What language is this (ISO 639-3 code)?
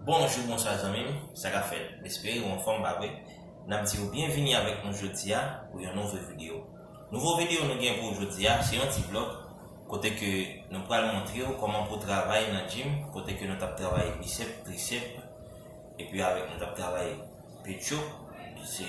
hat